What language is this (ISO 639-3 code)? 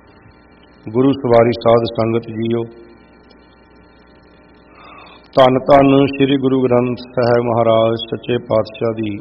pan